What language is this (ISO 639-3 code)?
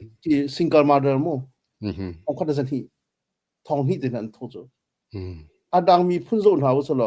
cnh